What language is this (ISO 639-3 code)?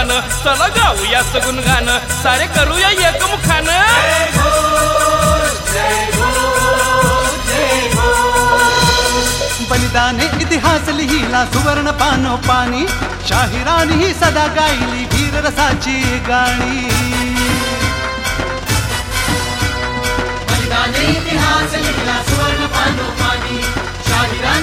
mar